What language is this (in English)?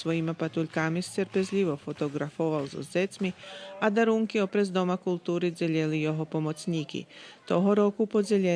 Rusyn